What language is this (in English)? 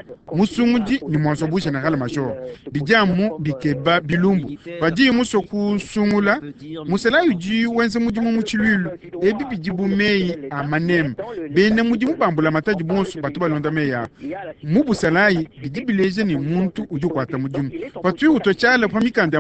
Luba-Lulua